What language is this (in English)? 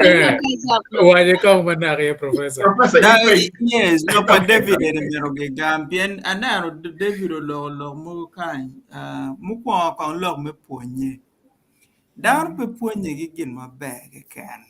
Acoli